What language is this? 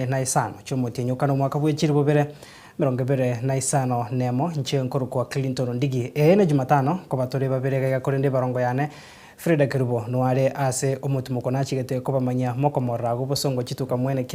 Gusii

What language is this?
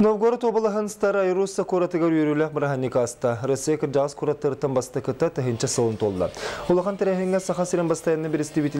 Yakut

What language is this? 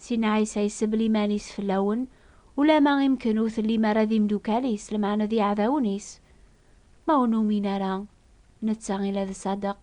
Kabyle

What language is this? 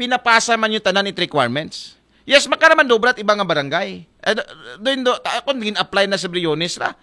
Aklanon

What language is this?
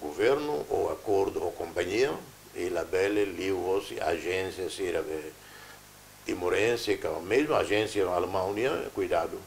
Tetum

